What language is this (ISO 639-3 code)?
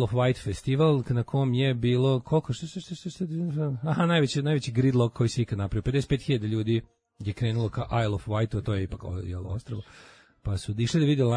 srp